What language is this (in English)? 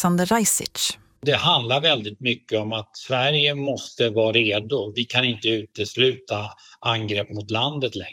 Swedish